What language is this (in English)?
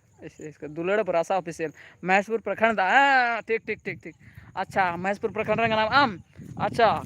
Santali